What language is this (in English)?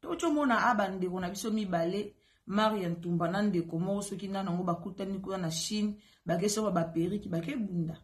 Lingala